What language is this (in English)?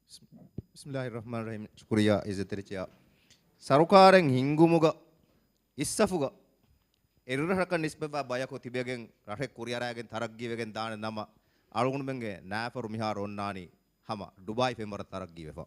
Divehi